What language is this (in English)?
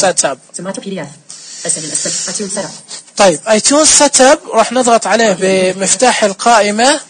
Najdi Arabic